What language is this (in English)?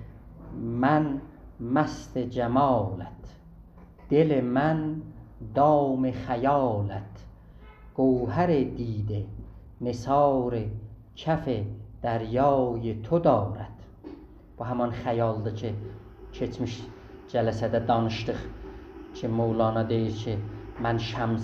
South Azerbaijani